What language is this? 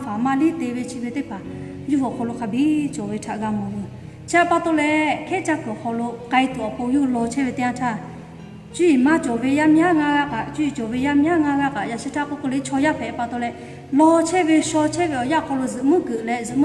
Lahu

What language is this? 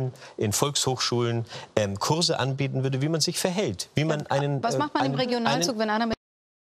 German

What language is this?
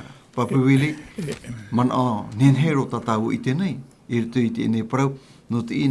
Tahitian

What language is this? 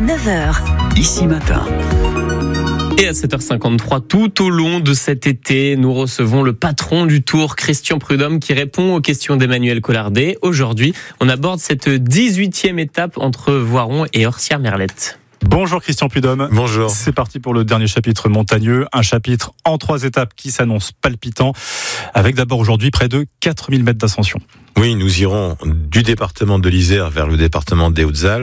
French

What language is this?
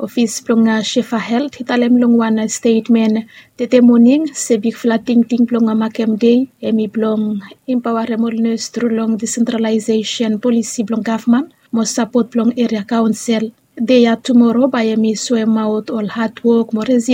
Bislama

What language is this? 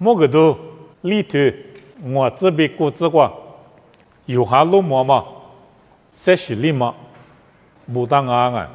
Lisu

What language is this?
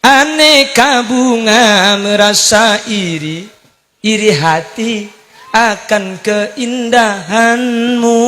Madurese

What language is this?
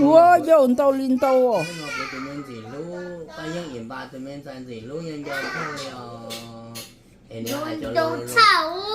Hmong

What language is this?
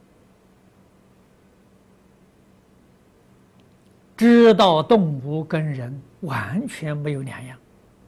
Chinese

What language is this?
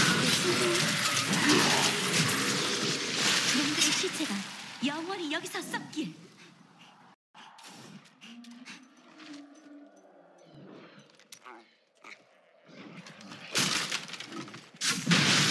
Korean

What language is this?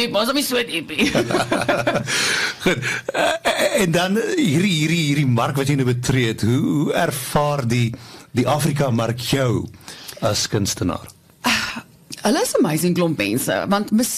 Afrikaans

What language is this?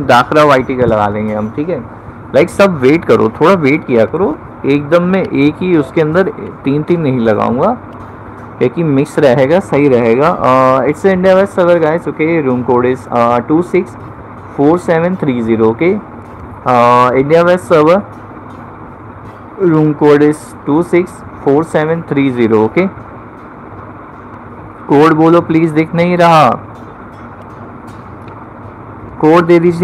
Hindi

